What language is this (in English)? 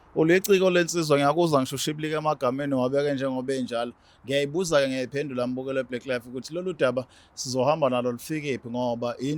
Zulu